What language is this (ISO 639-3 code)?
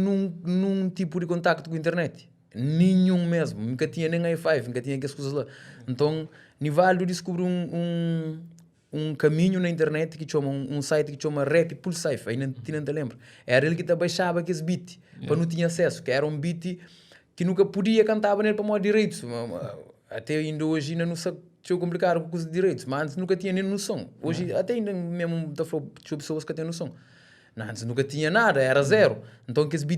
kea